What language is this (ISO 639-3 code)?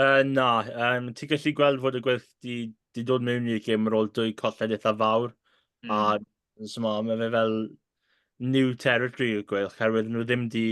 cym